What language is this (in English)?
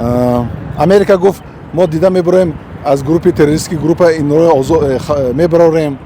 Tajik